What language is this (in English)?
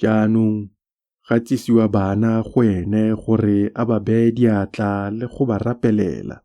Tswana